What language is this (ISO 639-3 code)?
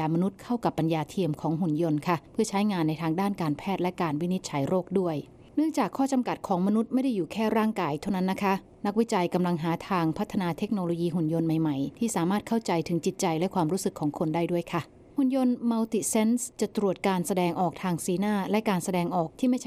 tha